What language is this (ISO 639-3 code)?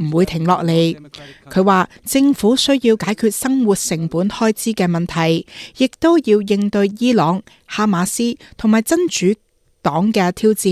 yue